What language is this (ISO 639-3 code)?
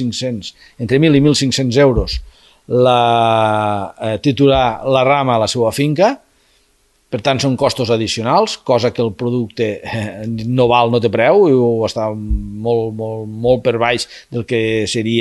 cat